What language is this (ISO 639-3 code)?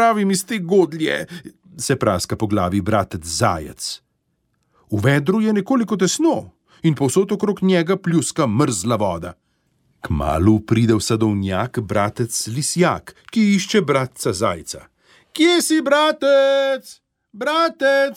slv